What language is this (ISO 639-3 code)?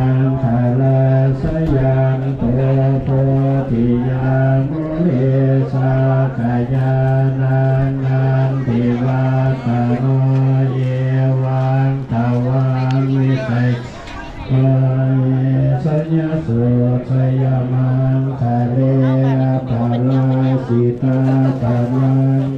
pli